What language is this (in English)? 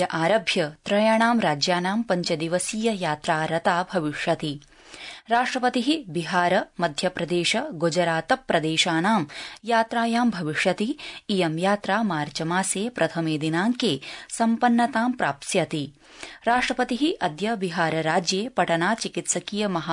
Sanskrit